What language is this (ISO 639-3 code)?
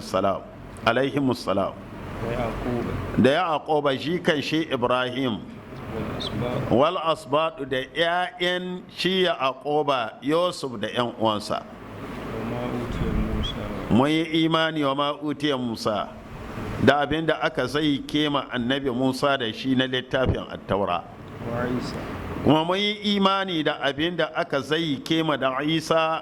hau